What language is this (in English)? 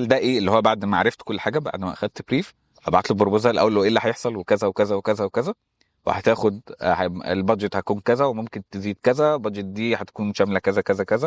Egyptian Arabic